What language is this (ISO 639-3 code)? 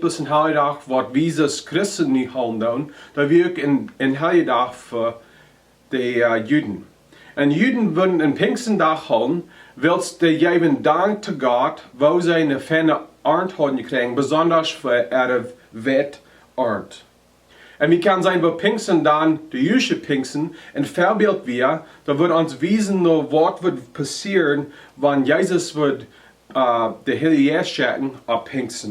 pdt